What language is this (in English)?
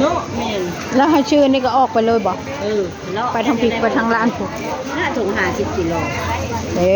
Northeastern Thai